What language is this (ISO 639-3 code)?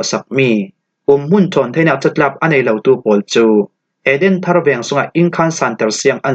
cfm